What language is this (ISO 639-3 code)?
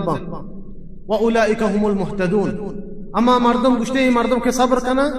bal